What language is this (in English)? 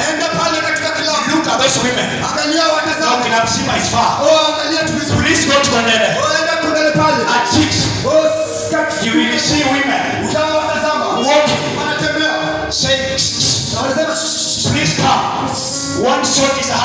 Swahili